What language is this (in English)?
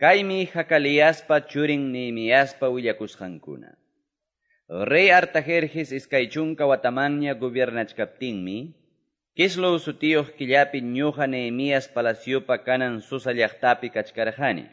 Ayacucho Quechua